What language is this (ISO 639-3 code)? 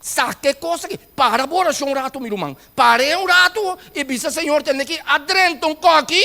pap